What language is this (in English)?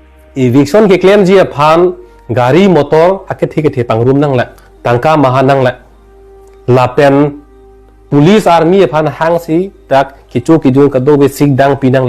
Karbi